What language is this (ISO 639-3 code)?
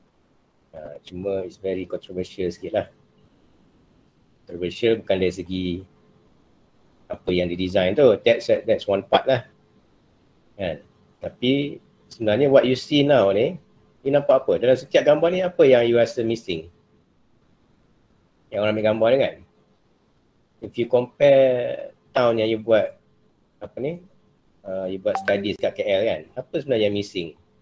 msa